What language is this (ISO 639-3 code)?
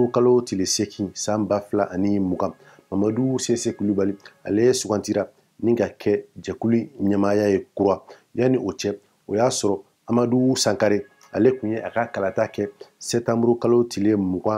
bam